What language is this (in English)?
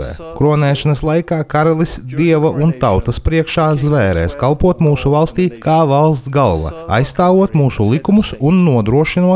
Latvian